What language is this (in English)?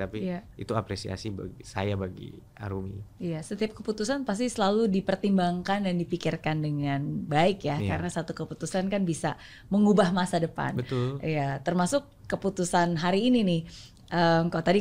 Indonesian